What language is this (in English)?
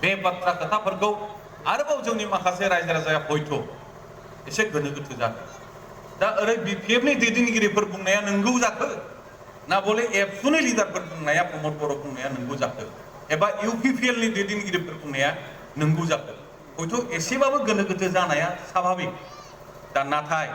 Bodo